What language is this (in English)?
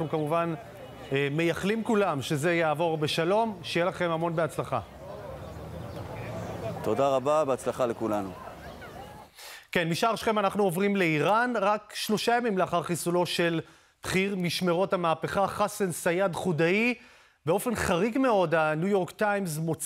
Hebrew